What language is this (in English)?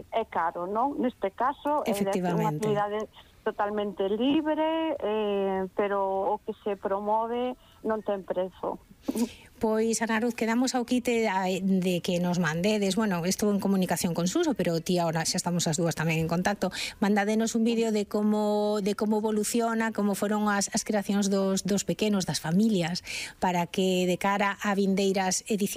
Galician